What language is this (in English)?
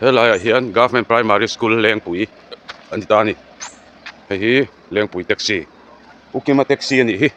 Mizo